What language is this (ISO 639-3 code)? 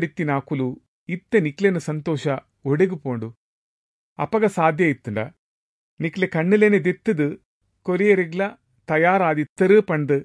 tcy